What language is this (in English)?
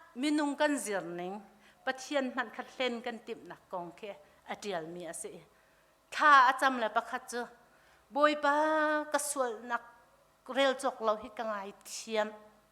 Hakha Chin